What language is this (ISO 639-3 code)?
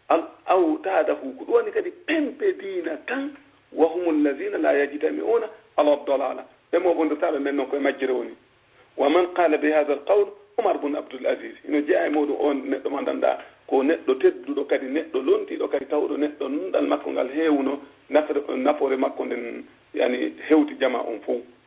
ful